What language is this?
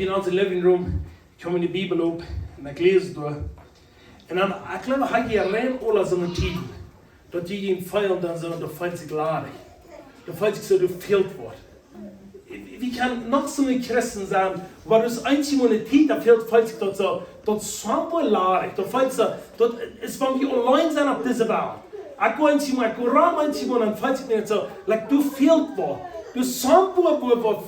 Plautdietsch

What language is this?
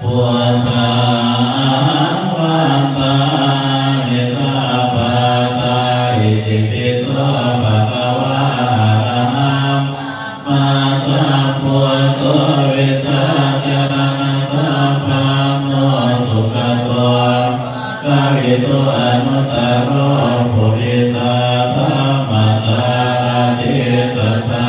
Pali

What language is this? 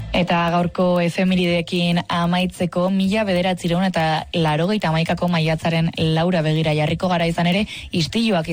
Basque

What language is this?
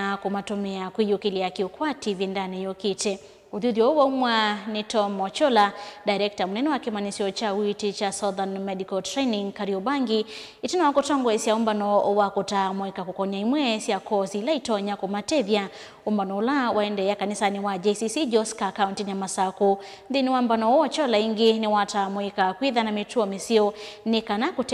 Kamba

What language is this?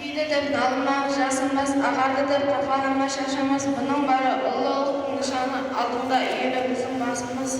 Kara-Kalpak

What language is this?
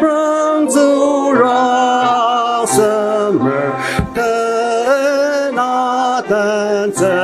Ao Naga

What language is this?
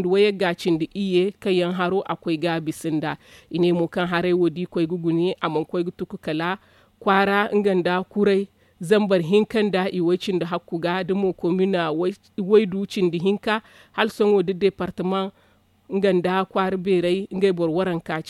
Zarma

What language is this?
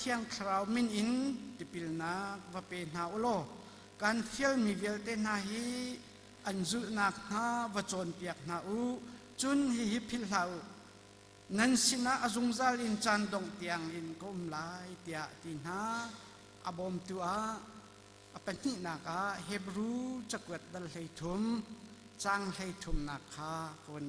Hakha Chin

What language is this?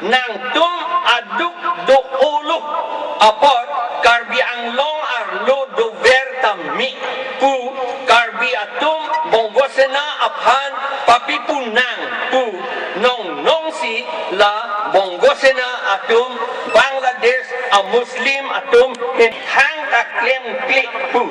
Karbi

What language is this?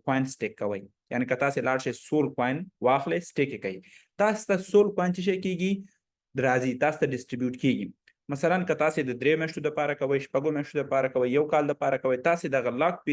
Pashto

